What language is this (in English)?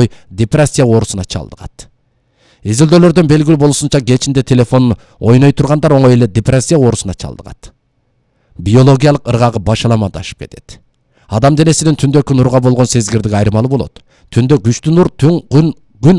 Kyrgyz